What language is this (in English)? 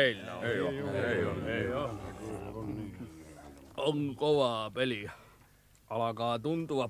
Finnish